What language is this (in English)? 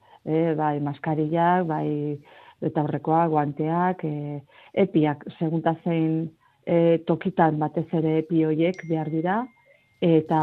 Basque